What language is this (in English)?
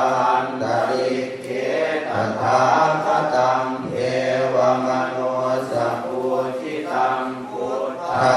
Pali